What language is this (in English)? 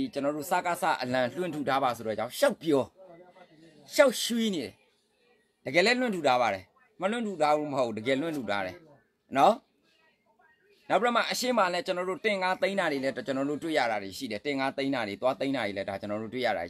Burmese